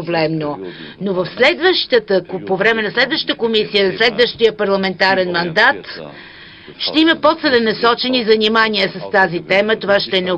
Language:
Bulgarian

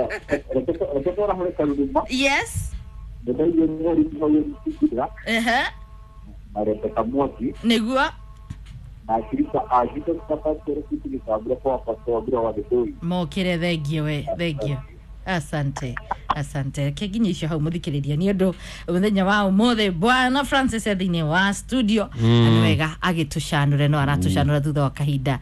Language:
Kikuyu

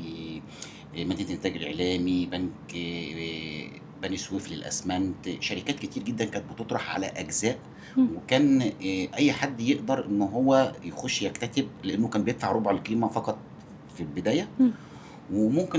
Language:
Egyptian Arabic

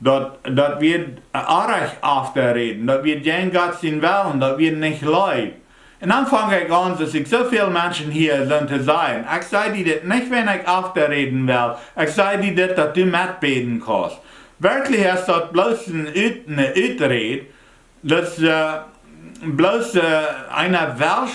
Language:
Plautdietsch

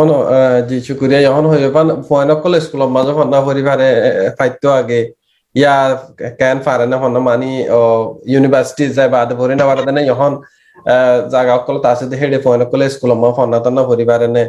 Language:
Rohingya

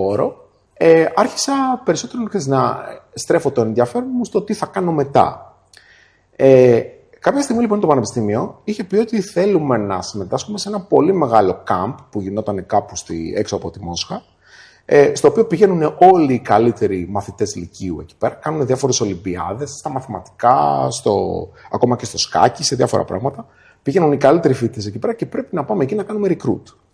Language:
Greek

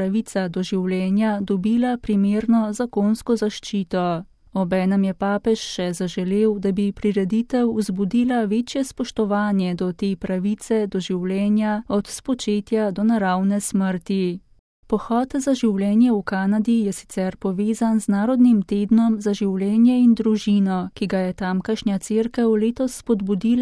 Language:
Slovenian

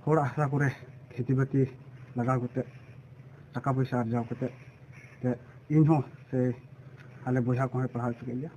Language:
Santali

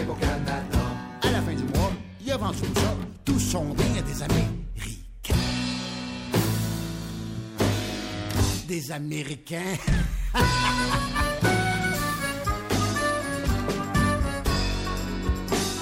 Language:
French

